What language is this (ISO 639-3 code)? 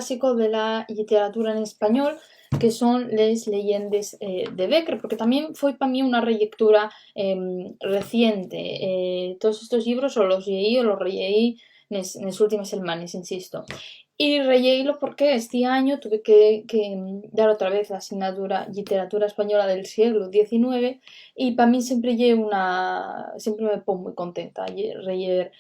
ast